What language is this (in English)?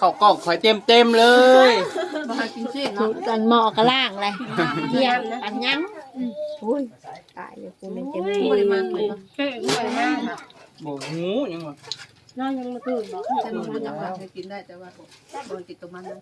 Northeastern Thai